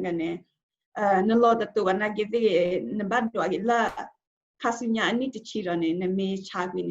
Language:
S'gaw Karen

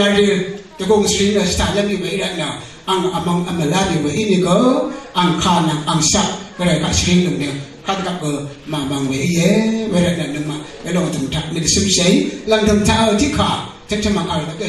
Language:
Rawang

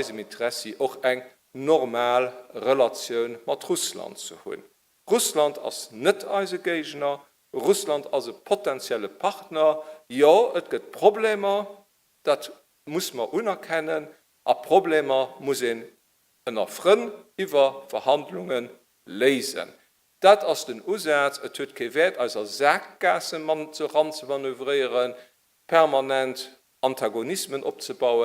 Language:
Luxembourgish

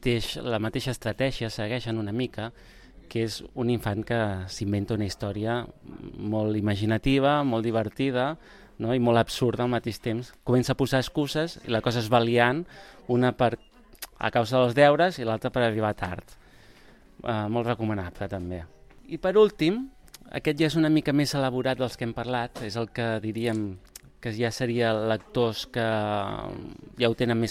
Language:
Catalan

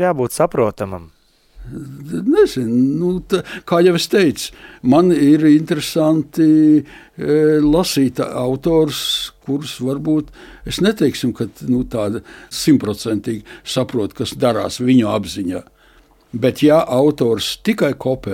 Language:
Latvian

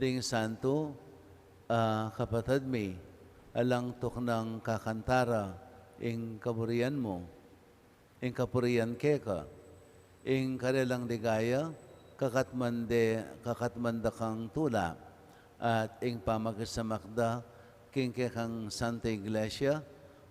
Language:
Pampanga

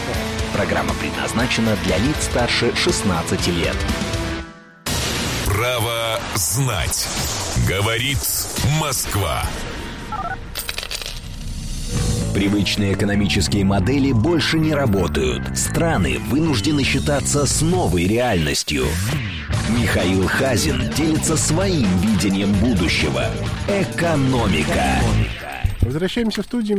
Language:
Russian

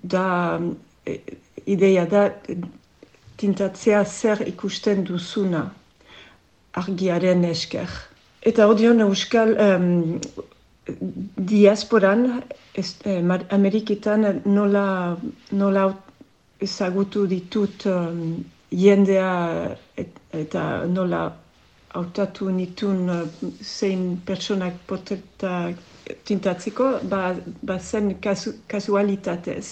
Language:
Basque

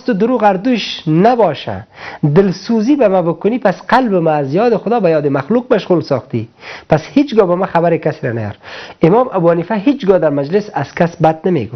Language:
Persian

